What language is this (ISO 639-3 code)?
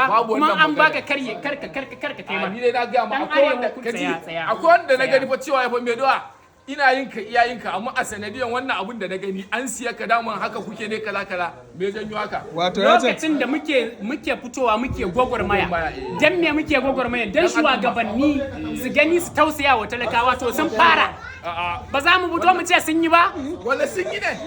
hau